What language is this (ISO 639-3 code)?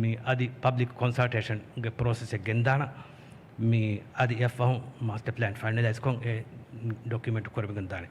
div